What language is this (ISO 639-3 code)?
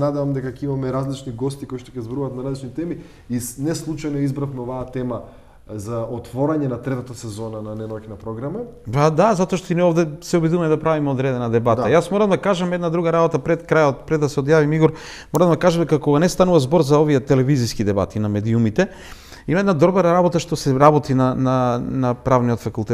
mkd